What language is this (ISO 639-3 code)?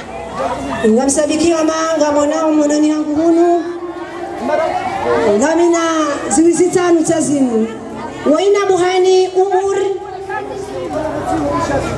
swa